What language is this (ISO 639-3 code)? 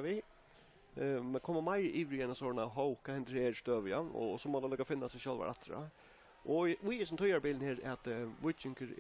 fao